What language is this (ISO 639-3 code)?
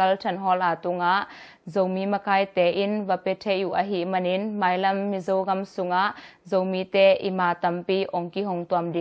ctd